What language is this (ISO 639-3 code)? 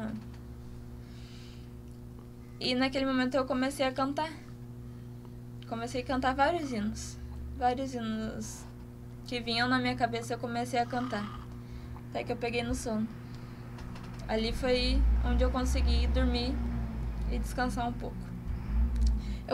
por